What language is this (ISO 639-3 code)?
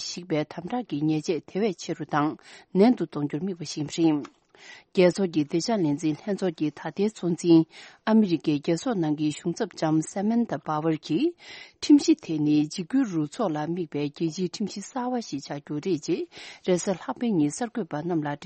bod